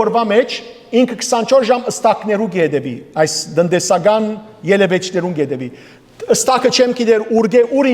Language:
Western Armenian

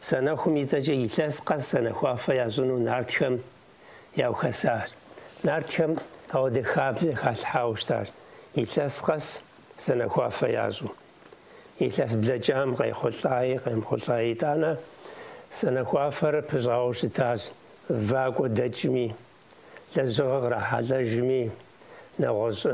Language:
Kabardian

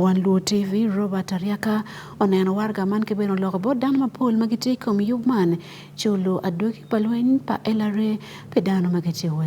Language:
Acoli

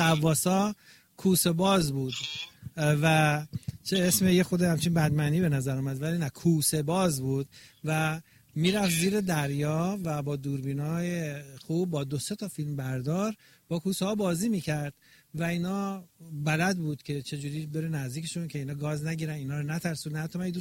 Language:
Persian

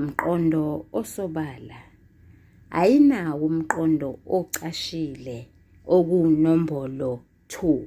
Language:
Zulu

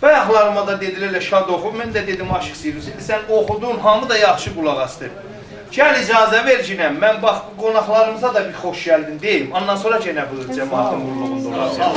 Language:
South Azerbaijani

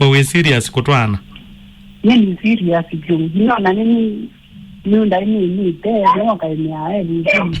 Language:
Kamba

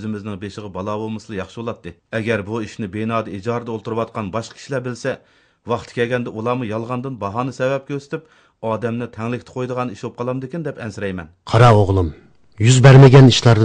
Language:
Uyghur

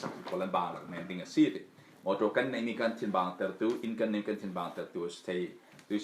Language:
Falam Chin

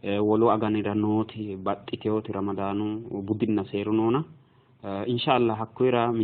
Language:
Sidamo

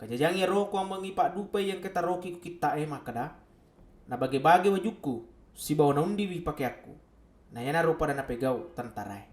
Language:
Buginese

